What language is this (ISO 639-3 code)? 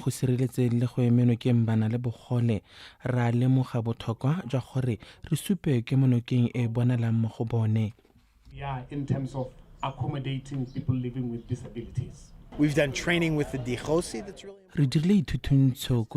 tsn